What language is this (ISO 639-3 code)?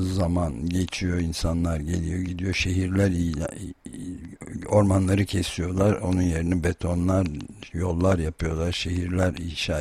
tur